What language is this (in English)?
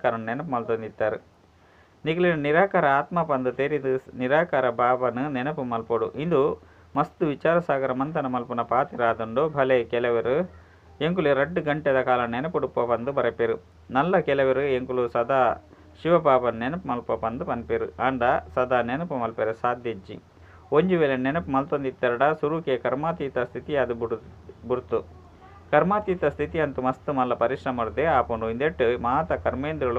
Tulu